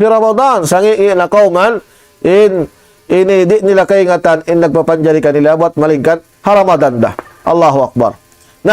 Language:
Tausug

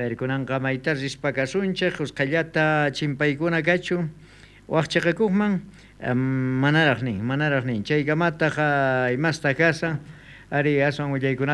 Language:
South Bolivian Quechua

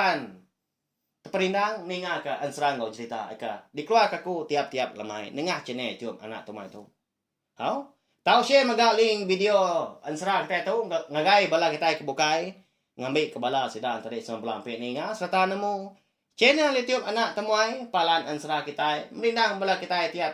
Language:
Iban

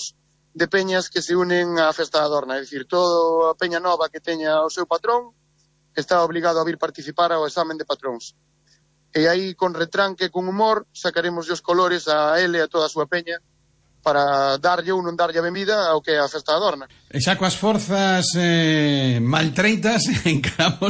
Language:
Galician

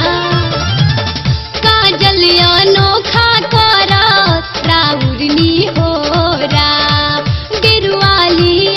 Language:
Bhojpuri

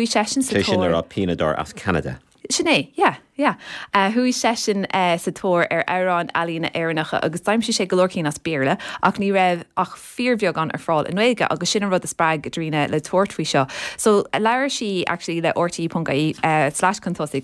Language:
Irish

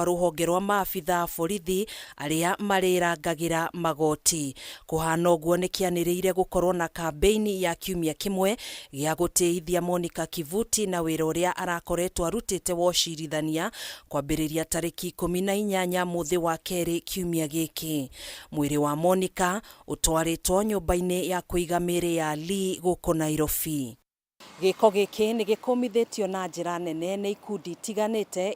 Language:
Kikuyu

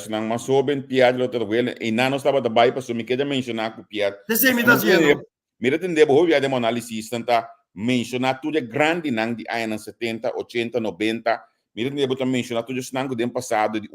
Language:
Papiamento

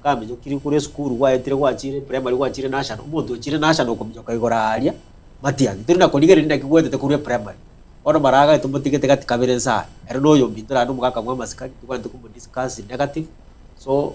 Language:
Gusii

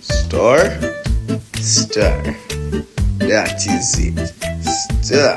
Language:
Jamaican Creole English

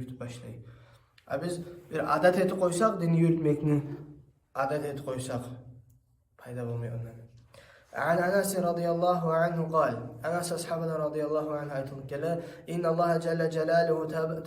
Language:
Kumyk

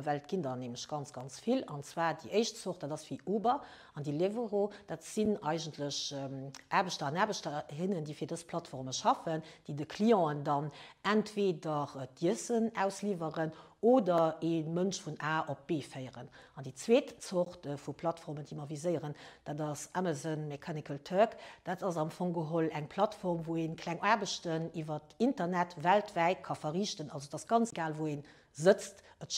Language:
Luxembourgish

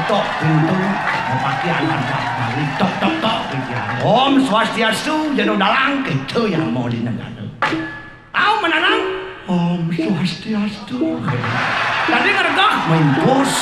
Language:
Balinese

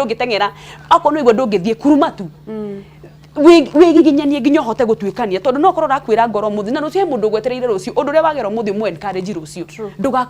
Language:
Kikuyu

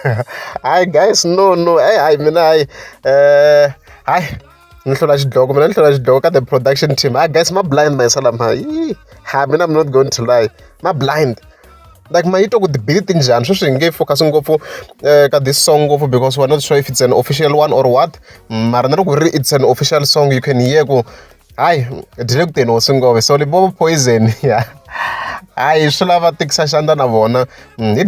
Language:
Tsonga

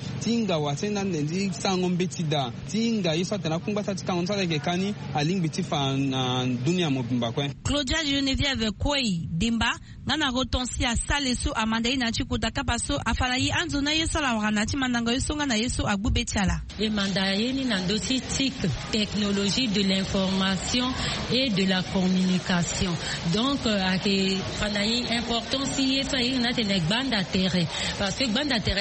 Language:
Sango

